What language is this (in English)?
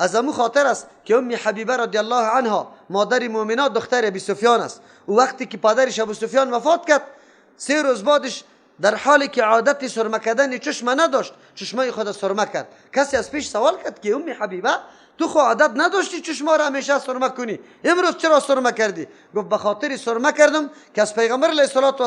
Persian